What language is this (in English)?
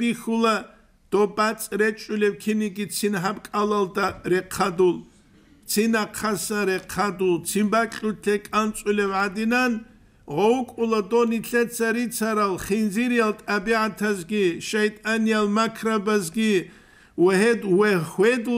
Avaric